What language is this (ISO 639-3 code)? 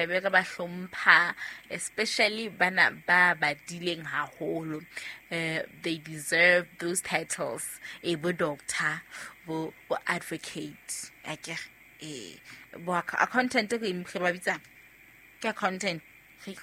sot